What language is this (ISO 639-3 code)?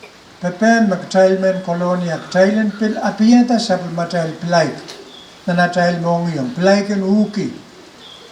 pon